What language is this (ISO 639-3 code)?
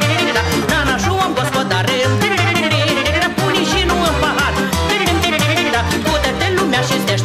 ron